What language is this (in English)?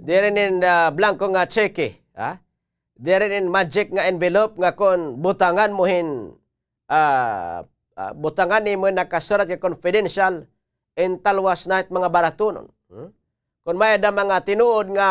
Waray